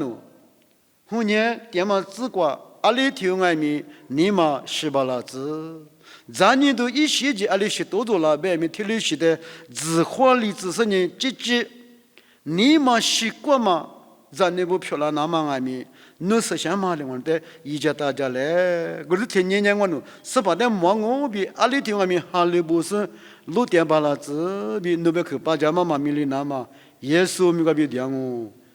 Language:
Lisu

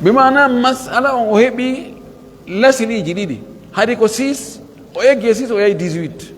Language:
Pular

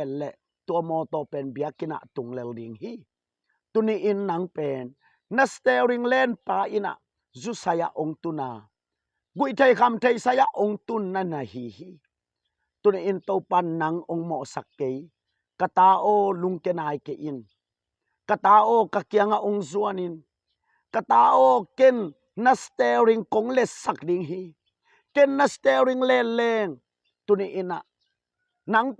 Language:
Tedim Chin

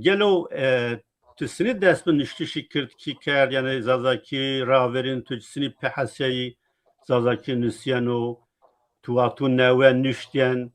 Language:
Zaza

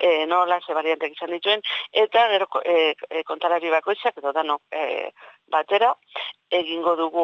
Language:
Basque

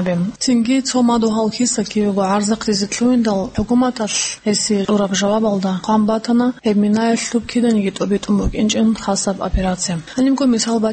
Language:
Avaric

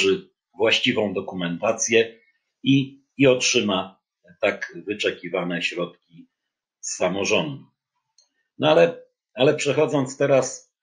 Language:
Polish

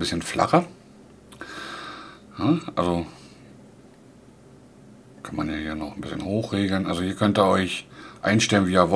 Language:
German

